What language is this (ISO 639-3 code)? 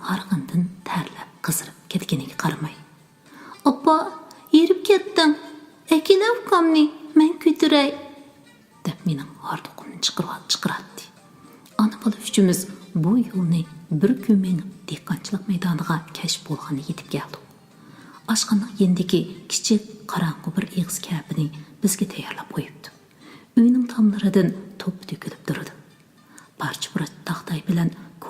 uig